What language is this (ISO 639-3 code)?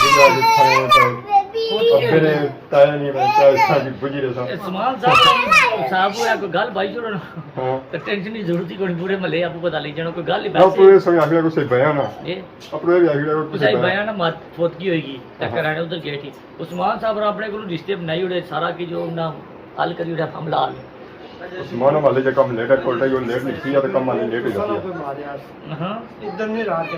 phr